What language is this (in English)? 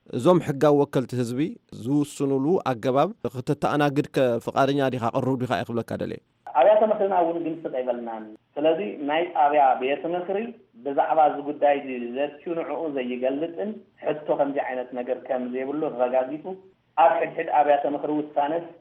Tigrinya